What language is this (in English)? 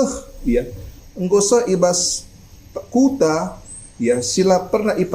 Batak Karo